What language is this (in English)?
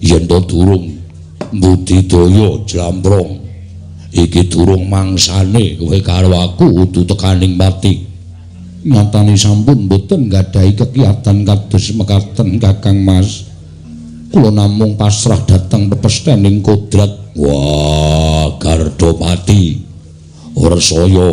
Javanese